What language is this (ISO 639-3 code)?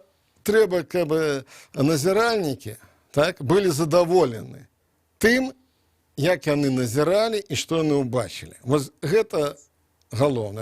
bel